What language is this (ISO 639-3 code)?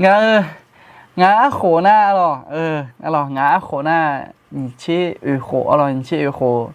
ahk